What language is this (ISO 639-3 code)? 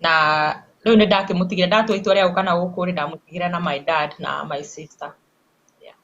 kik